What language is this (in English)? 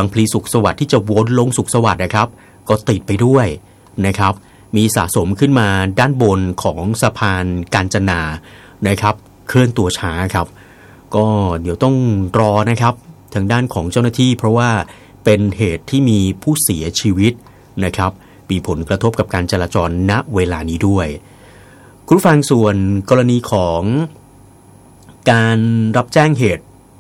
Thai